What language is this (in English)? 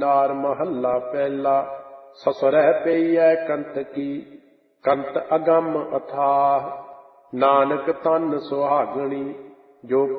Punjabi